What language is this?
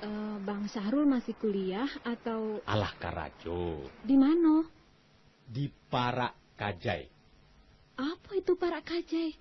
Minangkabau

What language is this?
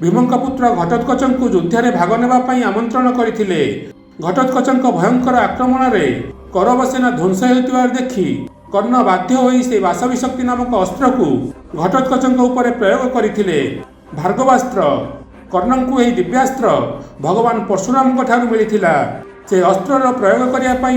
Odia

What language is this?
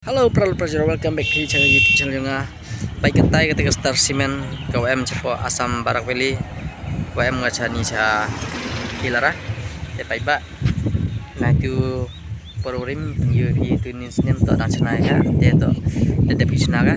Khasi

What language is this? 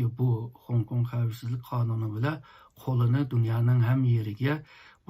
Uyghur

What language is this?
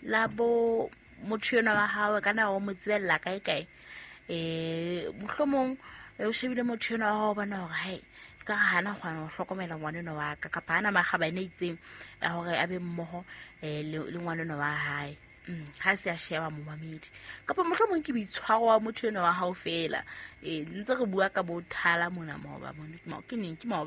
Southern Sotho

